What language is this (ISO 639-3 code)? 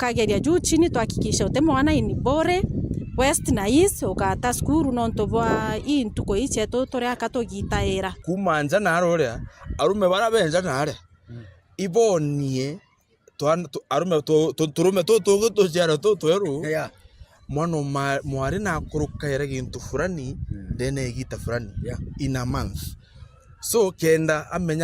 mer